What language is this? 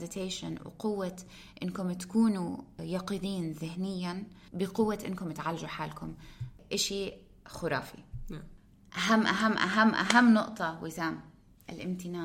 North Levantine Arabic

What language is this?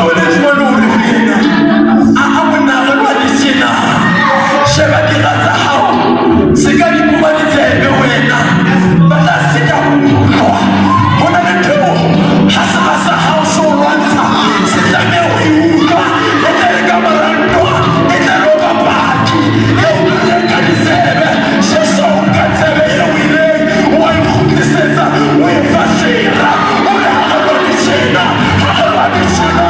Southern Sotho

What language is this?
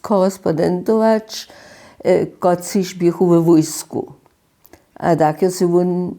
Upper Sorbian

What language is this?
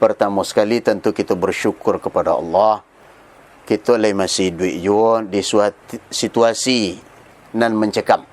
Minangkabau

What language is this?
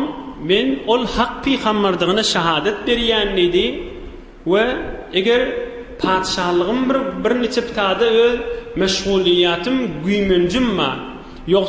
Turkmen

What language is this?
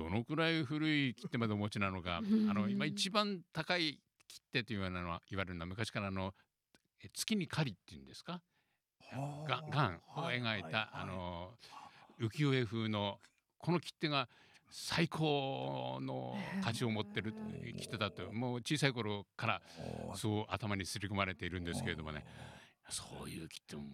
Japanese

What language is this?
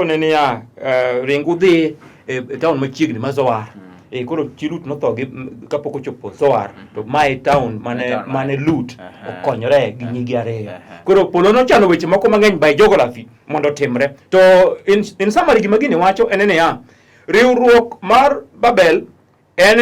Luo (Kenya and Tanzania)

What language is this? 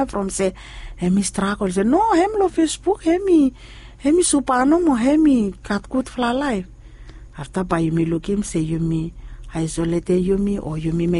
Bislama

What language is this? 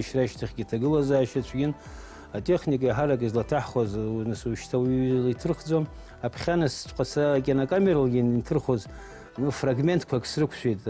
Abkhazian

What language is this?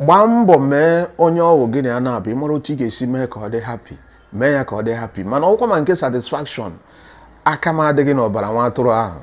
Igbo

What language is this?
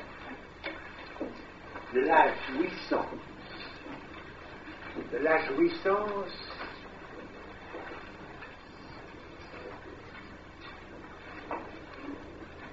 French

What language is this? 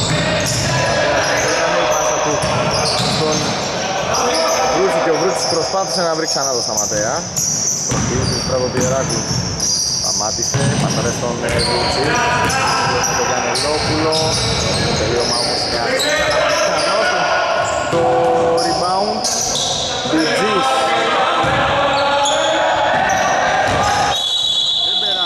Greek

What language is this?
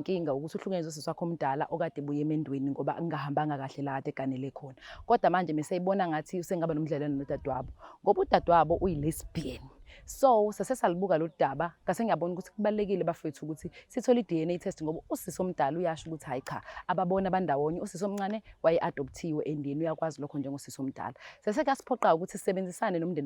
Zulu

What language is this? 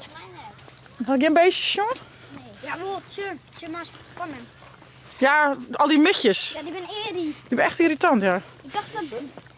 Western Frisian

